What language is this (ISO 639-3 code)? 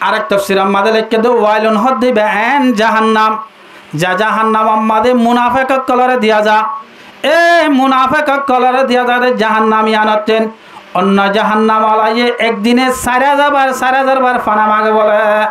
rhg